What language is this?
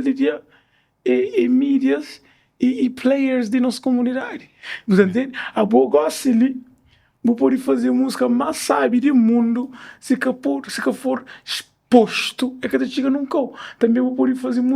Kabuverdianu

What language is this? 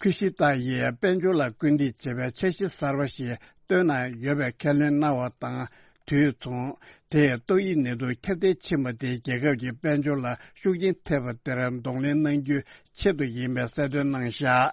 Tibetan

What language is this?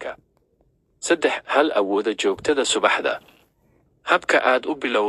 Somali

